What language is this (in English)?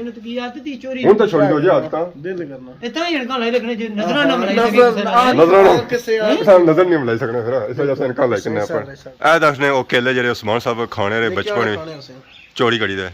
Pahari-Potwari